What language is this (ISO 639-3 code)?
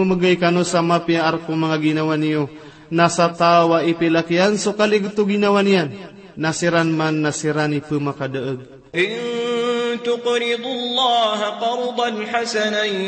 mrw